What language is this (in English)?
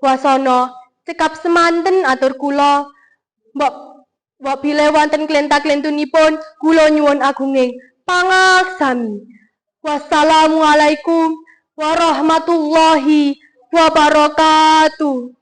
Javanese